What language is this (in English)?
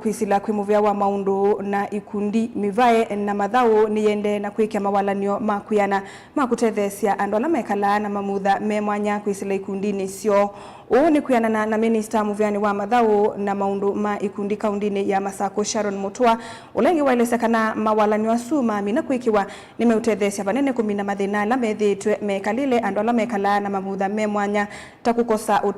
Kamba